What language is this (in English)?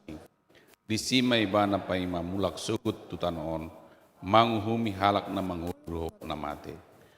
Batak Toba